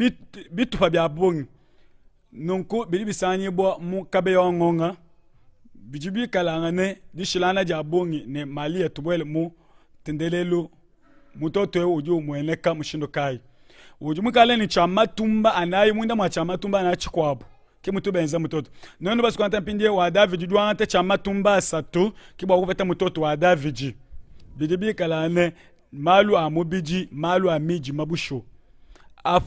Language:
Luba-Lulua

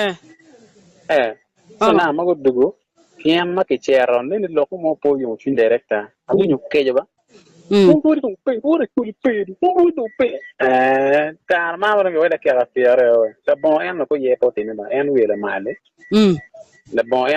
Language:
Acoli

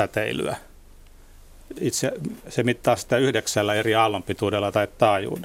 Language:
Finnish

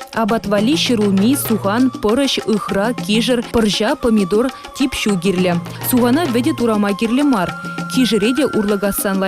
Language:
Chuvash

